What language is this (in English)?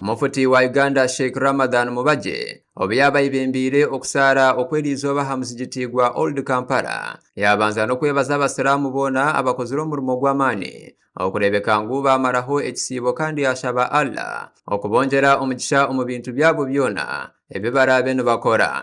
Nyankole